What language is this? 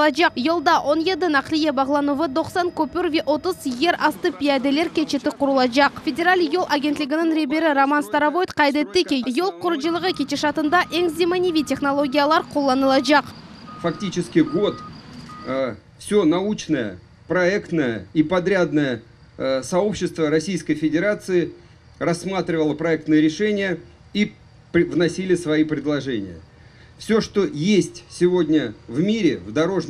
Crimean Tatar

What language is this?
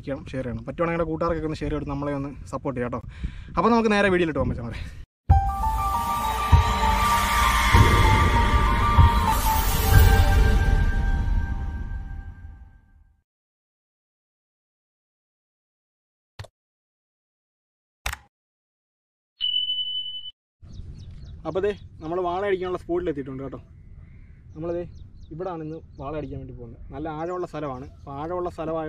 Malayalam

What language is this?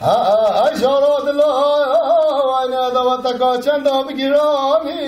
Kurdish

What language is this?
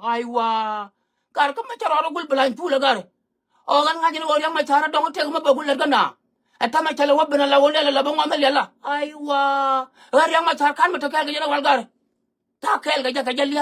Nuer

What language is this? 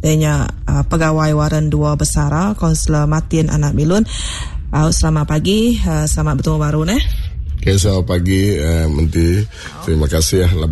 Iban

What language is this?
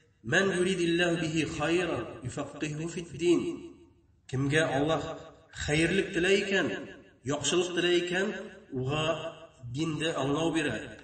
Bashkir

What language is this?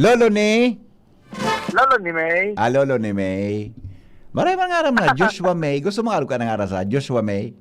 Bikol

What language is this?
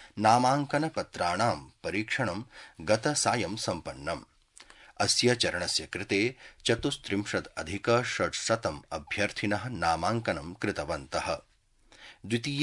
Sanskrit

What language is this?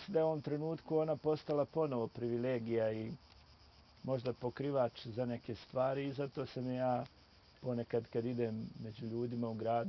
Bosnian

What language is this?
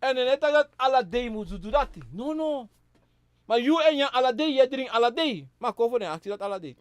Sranan Tongo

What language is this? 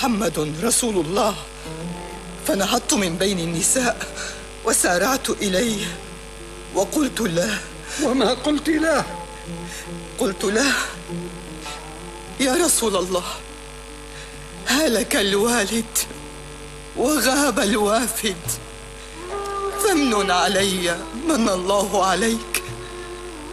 Arabic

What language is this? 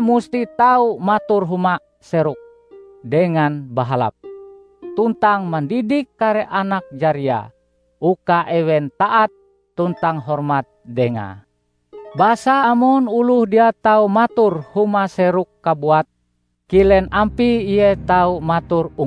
Ngaju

